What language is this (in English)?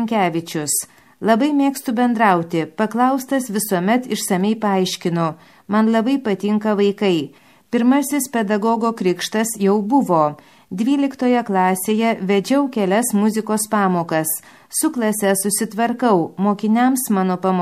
Lithuanian